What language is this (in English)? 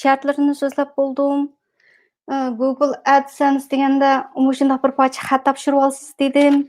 Uyghur